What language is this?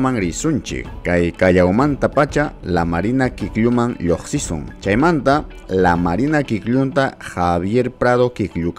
Ayacucho Quechua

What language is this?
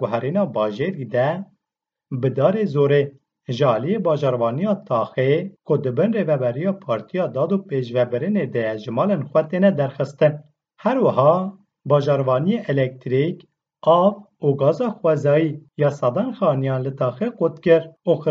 Kurdish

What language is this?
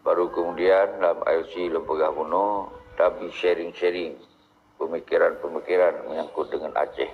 Achinese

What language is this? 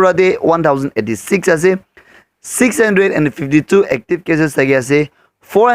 Naga Pidgin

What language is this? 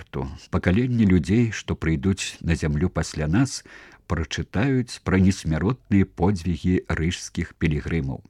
Belarusian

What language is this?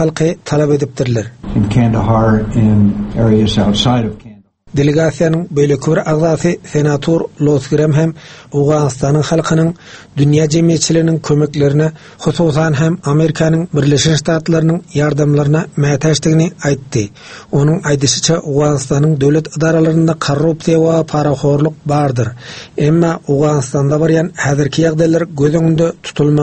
Turkmen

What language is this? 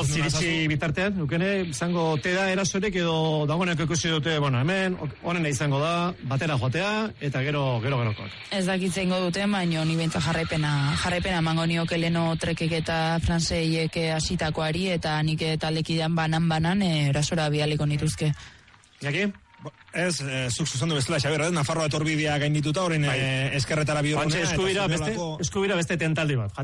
Basque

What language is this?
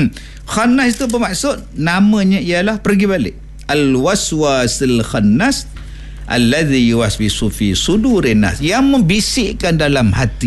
Malay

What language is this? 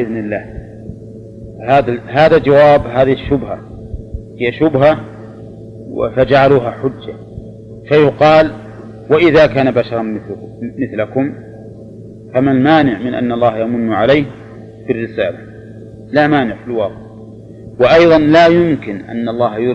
Arabic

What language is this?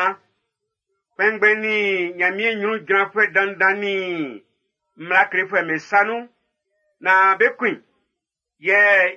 Baoulé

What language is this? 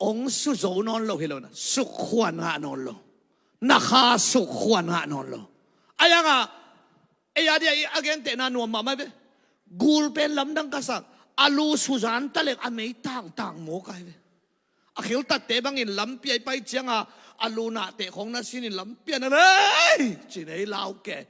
Tedim Chin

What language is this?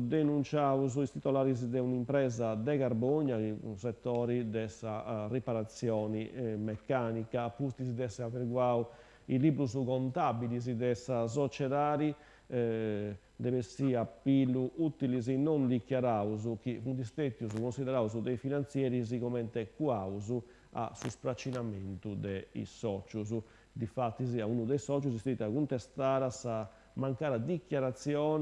Sardinian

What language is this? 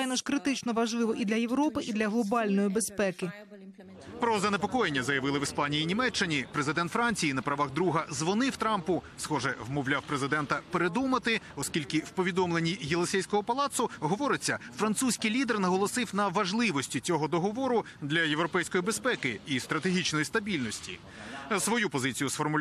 Ukrainian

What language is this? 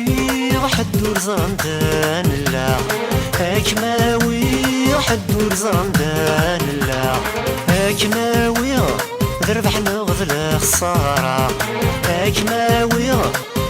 Kabyle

